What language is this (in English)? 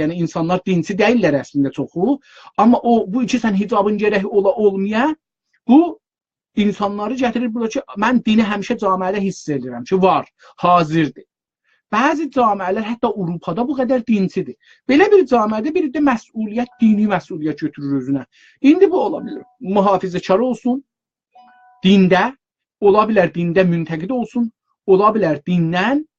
South Azerbaijani